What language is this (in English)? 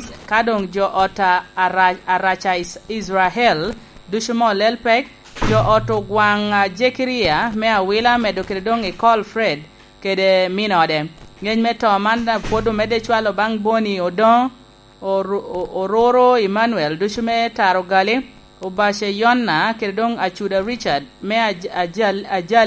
Lango (Uganda)